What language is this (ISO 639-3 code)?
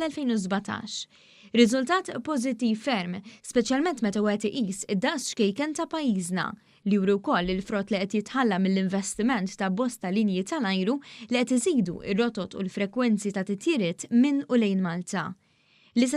mlt